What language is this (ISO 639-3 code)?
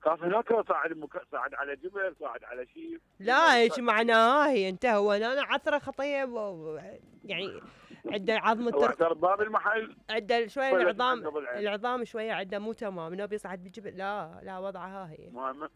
acm